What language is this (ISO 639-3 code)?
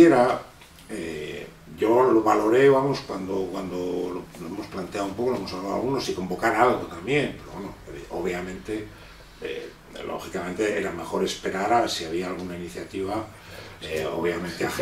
spa